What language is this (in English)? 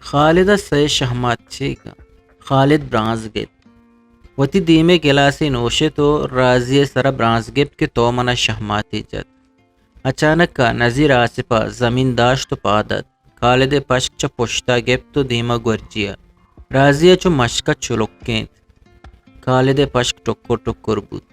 Eastern Balochi